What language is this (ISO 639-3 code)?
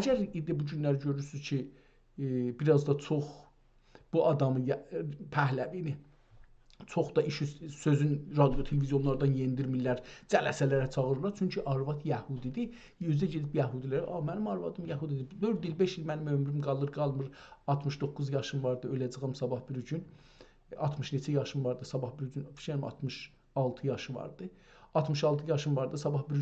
azb